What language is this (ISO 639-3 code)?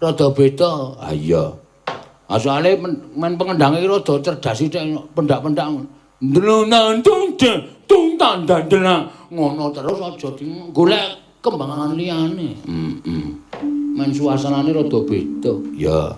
jav